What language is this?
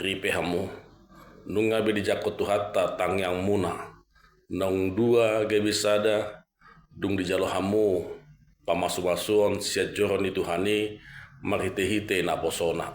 Batak Toba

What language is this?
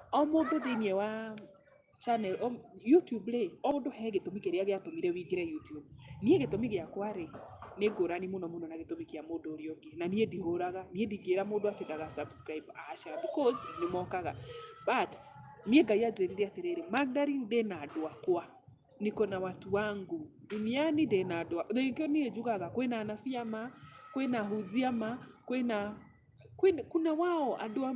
Kikuyu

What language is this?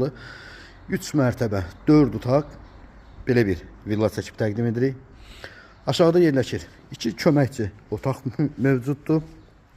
Azerbaijani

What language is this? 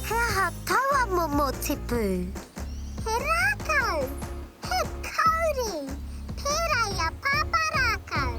Māori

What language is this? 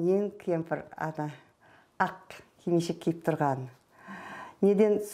Kara-Kalpak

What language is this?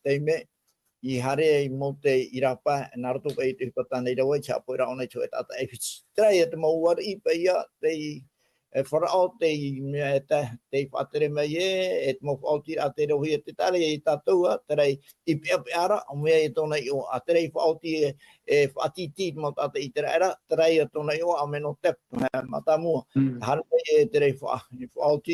Tahitian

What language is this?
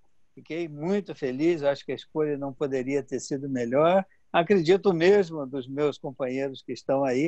Portuguese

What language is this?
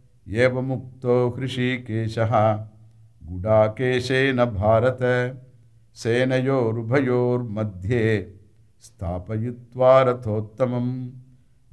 Sanskrit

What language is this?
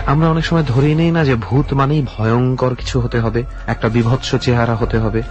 Bangla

